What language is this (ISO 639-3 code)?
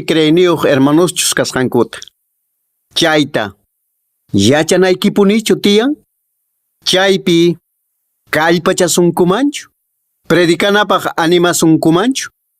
que